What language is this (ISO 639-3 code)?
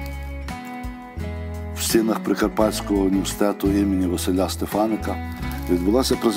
ukr